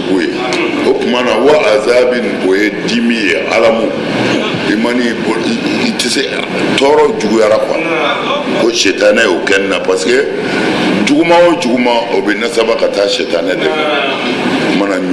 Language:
Bambara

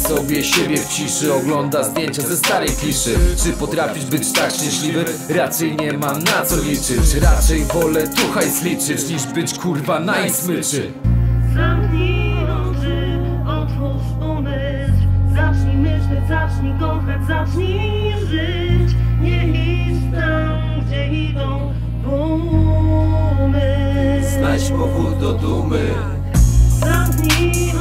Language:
Polish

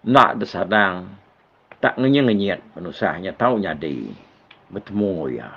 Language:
Iban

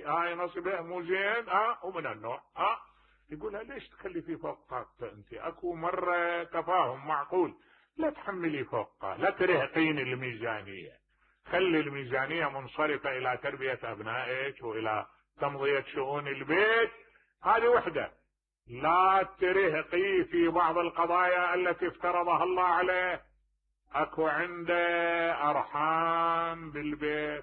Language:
Mesopotamian Arabic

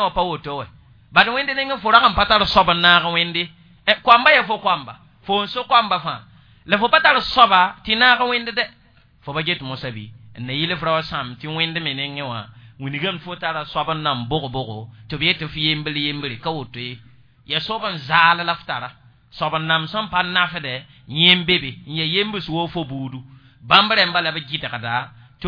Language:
Mossi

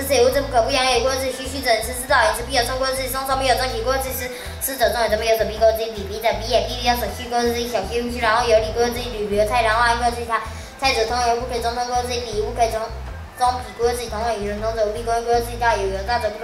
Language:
Literary Chinese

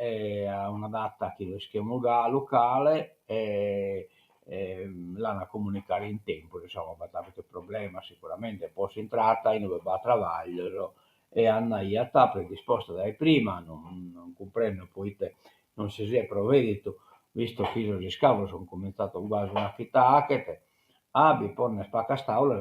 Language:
Sardinian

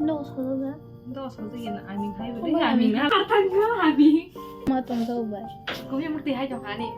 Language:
Kok Borok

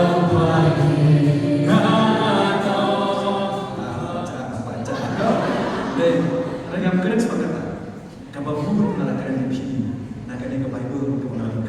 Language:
Khasi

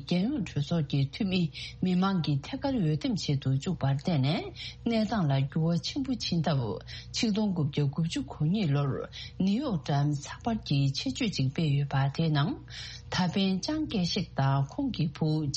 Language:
Tibetan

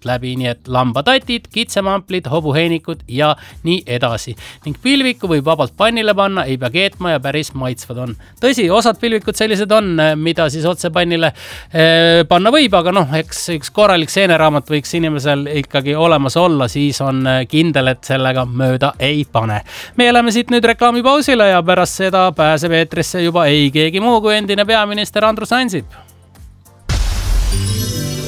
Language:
Estonian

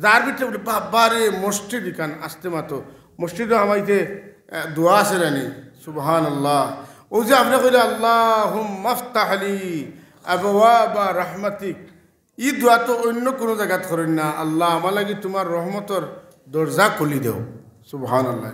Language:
Sylheti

